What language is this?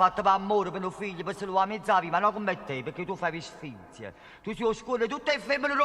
Neapolitan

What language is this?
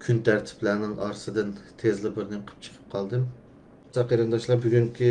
Uyghur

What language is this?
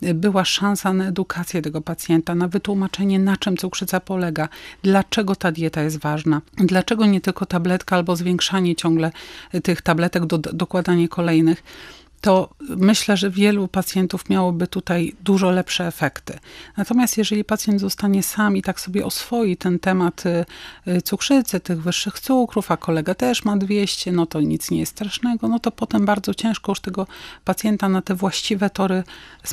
Polish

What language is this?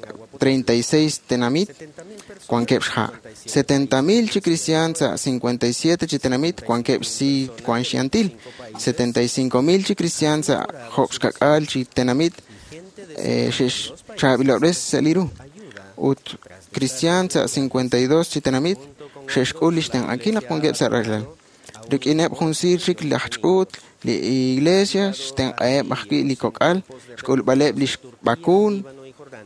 Kekchí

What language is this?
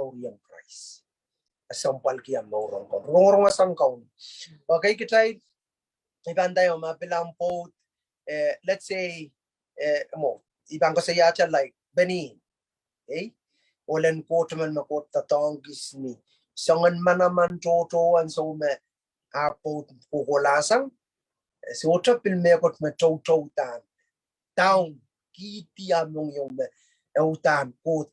Pohnpeian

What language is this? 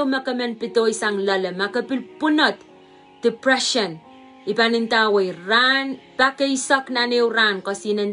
Pohnpeian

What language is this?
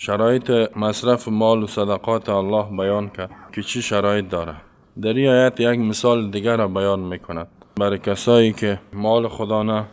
Persian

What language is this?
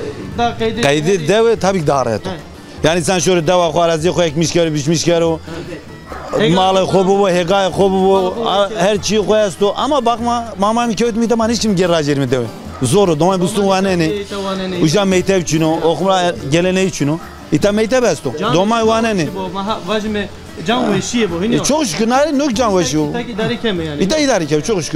Zaza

